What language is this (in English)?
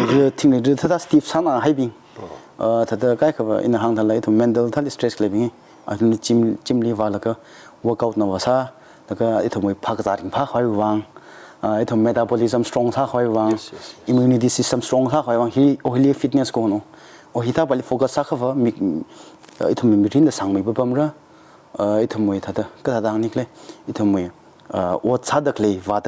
Tangkhul Naga (India)